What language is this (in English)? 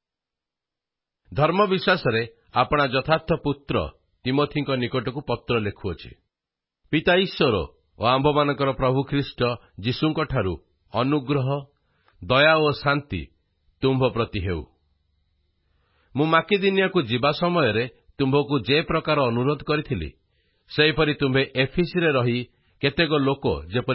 Odia